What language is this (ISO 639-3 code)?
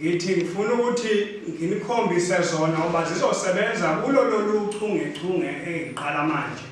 zul